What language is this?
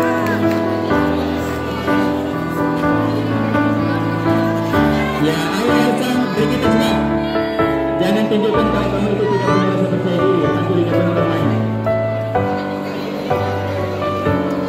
Indonesian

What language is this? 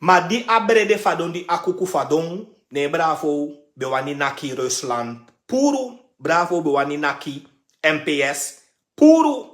Sranan Tongo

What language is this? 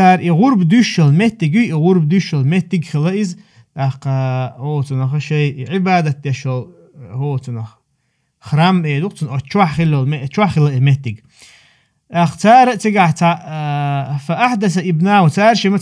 Chechen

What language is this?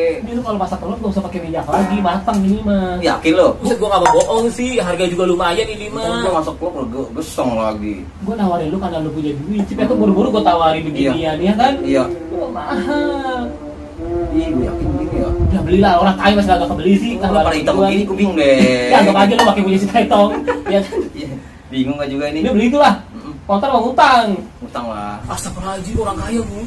Betawi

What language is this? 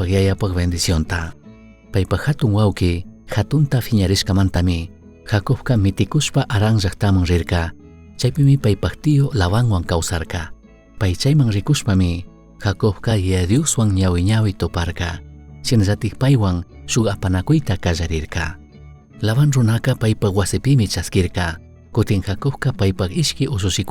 Chimborazo Highland Quichua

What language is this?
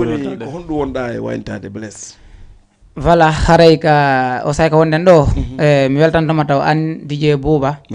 Fula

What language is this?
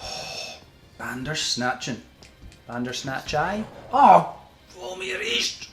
Scottish Gaelic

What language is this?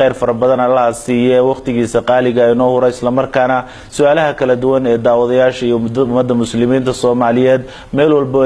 Somali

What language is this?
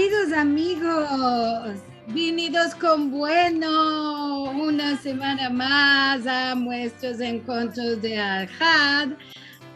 Ladino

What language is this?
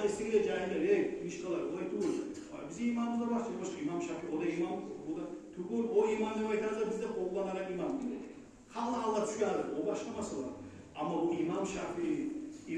Kumyk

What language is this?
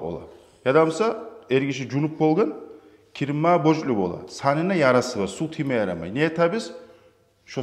Kumyk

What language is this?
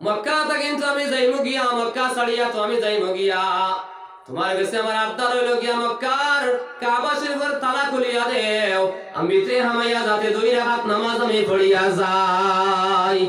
Sylheti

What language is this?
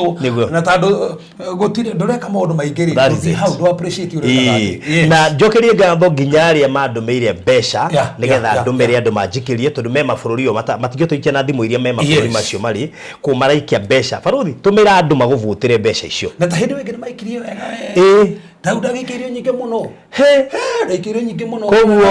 Kikuyu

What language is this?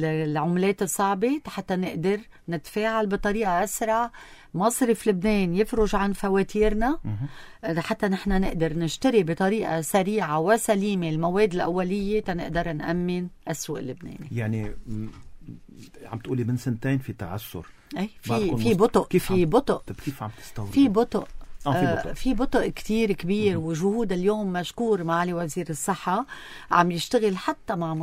North Levantine Arabic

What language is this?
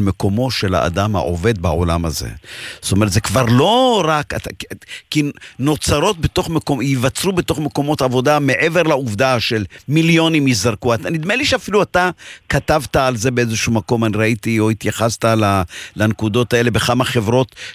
Hebrew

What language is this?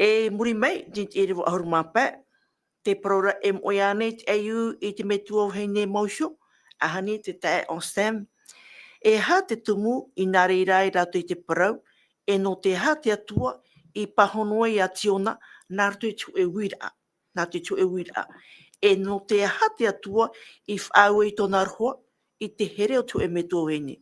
Tahitian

